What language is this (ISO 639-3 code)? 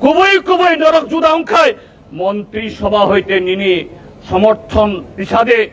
trp